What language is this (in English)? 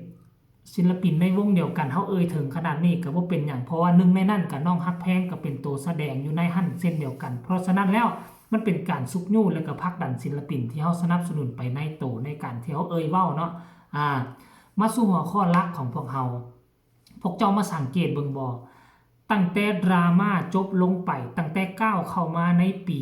Northeastern Thai